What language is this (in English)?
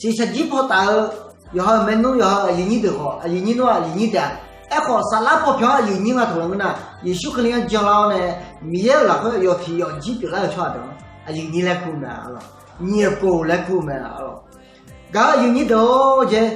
Akha